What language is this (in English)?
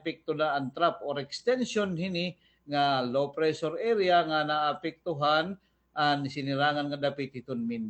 Waray